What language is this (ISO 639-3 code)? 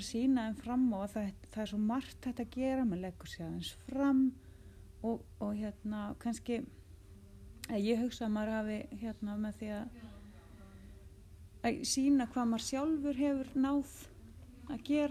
isl